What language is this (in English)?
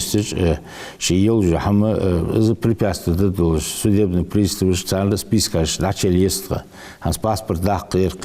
Ingush